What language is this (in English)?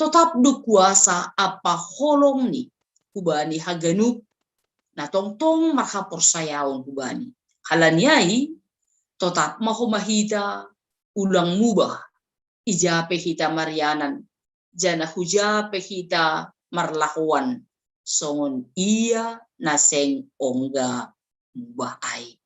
Batak Simalungun